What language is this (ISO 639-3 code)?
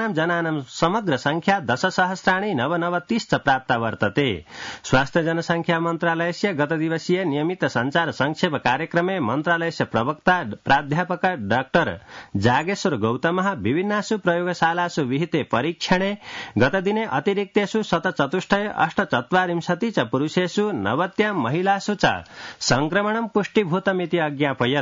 san